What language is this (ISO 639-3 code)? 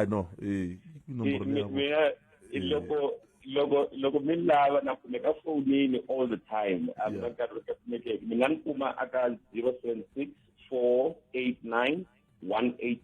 tso